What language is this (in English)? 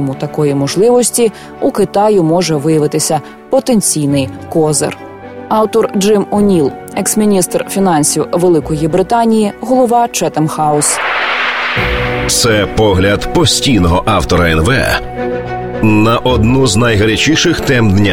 Ukrainian